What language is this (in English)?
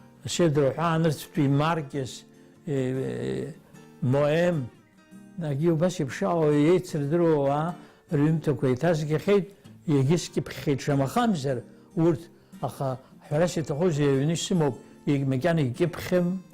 Abkhazian